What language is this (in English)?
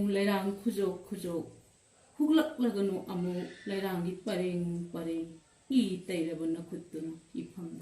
Manipuri